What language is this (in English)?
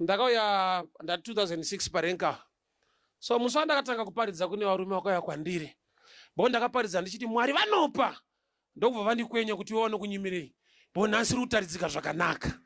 Shona